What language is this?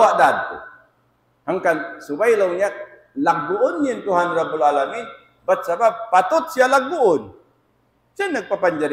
Tausug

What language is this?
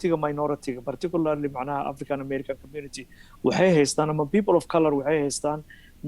Somali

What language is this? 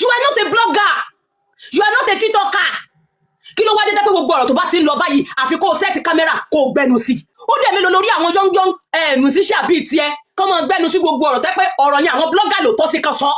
Yoruba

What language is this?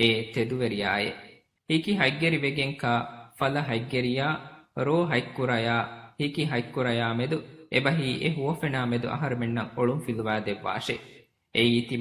Divehi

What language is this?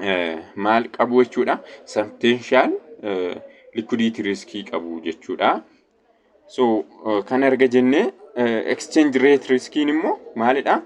Oromo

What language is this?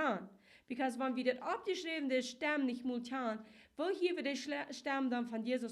Plautdietsch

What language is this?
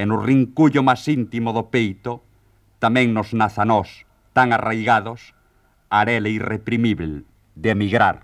Galician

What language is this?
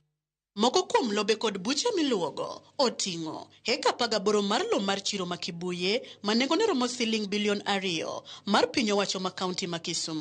Luo (Kenya and Tanzania)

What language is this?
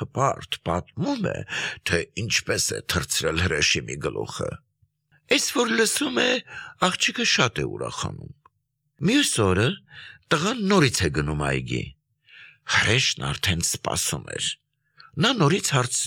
Armenian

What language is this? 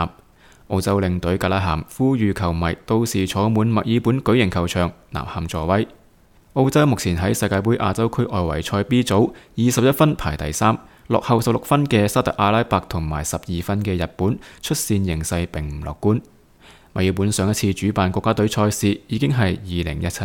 Cantonese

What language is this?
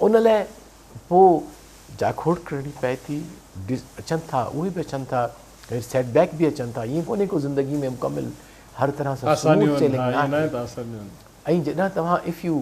Sindhi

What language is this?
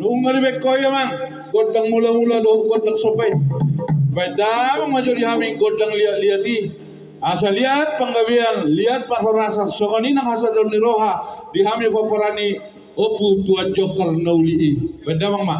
Batak Toba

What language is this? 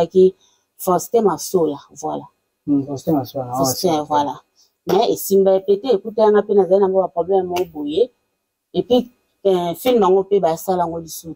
Lingala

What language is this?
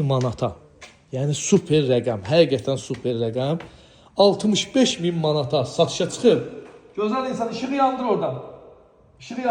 Azerbaijani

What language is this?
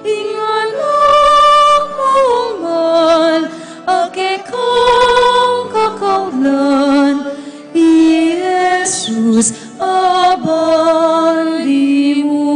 Pampanga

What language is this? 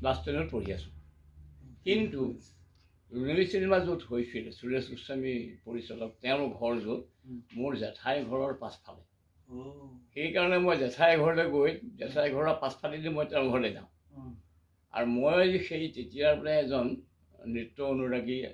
Assamese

